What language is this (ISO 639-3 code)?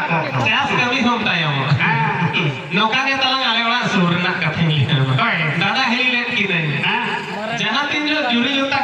sat